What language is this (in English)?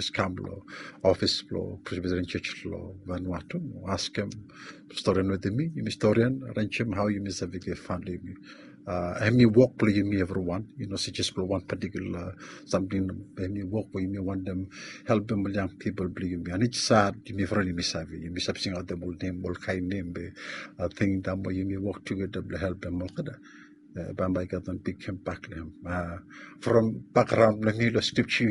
Bislama